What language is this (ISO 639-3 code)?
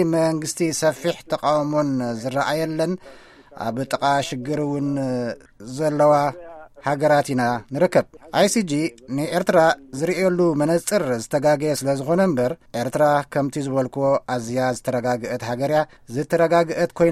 tir